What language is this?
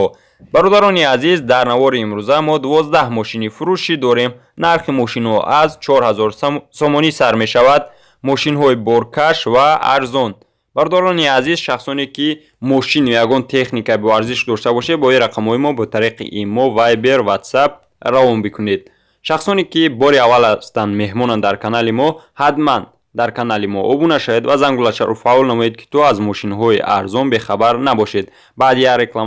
Tajik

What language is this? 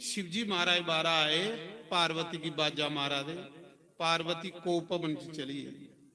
Dogri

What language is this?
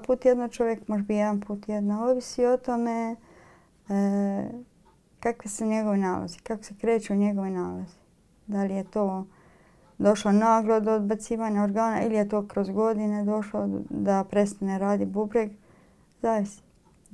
Croatian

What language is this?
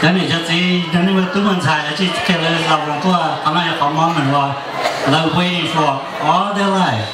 Hmong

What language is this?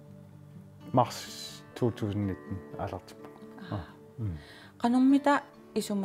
Kalaallisut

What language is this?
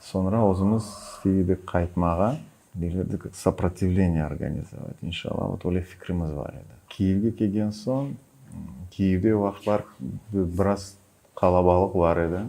Crimean Tatar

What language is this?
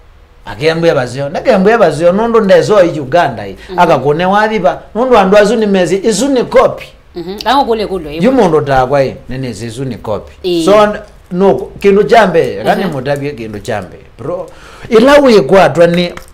Kamba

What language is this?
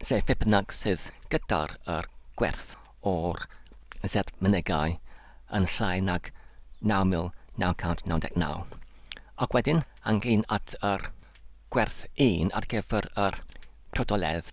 Welsh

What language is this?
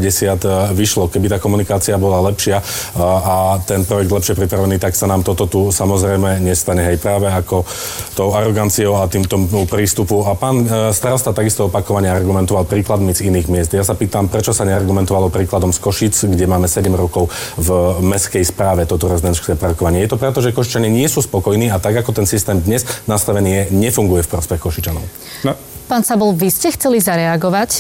Slovak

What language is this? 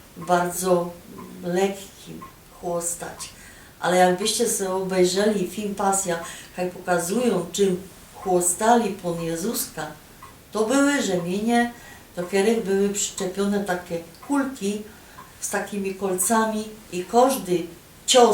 Silesian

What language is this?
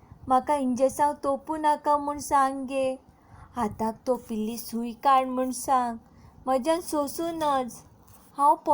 Konkani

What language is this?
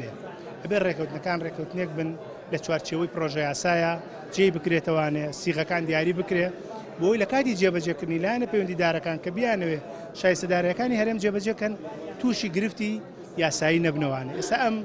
Central Kurdish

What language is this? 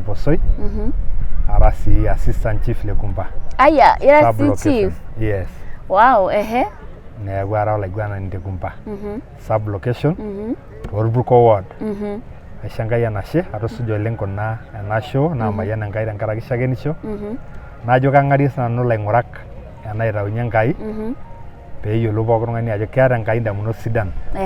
Masai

